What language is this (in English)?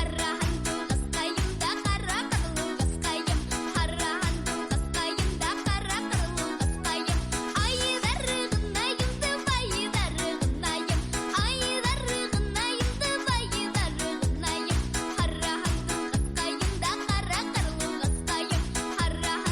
Bashkir